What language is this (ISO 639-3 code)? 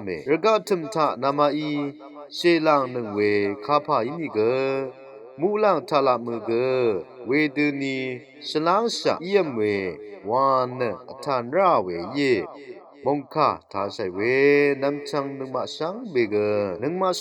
raw